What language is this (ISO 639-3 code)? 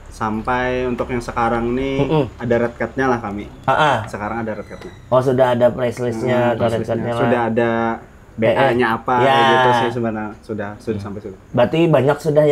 bjn